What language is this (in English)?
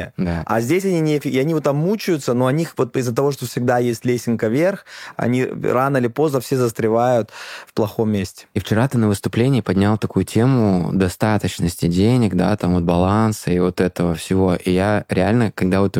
Russian